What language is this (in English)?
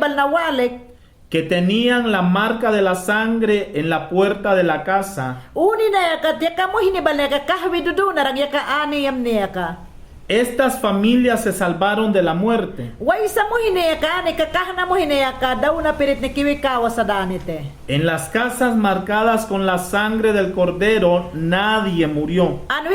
Mayangna